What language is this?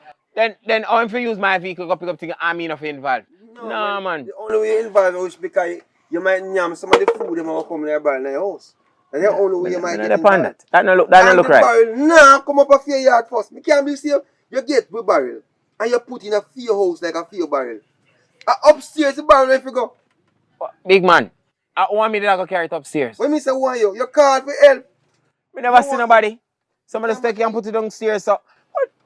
Jamaican Creole English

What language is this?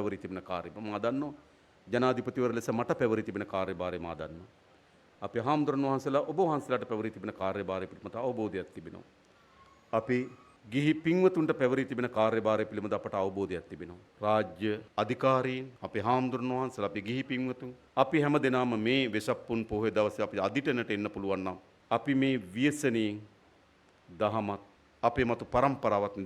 Sinhala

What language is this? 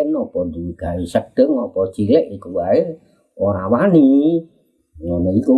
Javanese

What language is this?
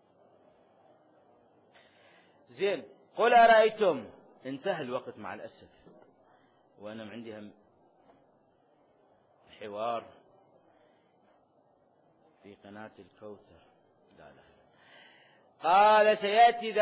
Arabic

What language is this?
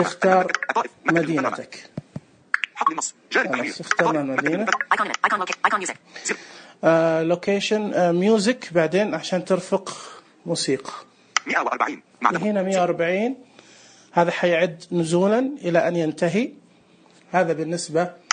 Najdi Arabic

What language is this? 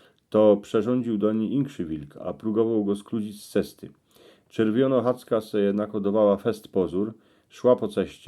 Silesian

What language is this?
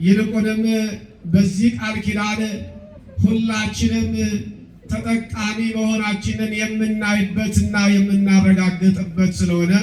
Amharic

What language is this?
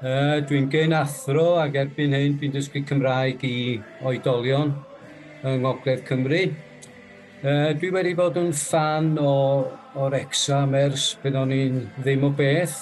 Welsh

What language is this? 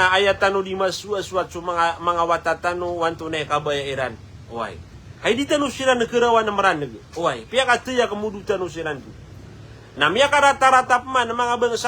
Maranao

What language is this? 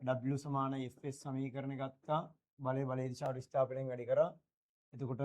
Sinhala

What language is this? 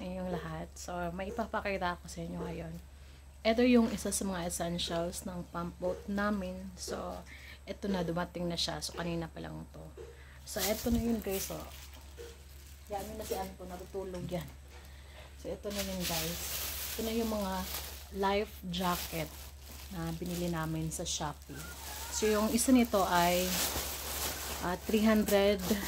Filipino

